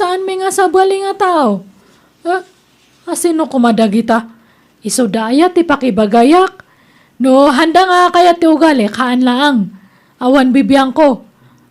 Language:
Iloko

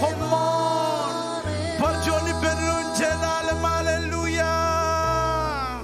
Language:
Marshallese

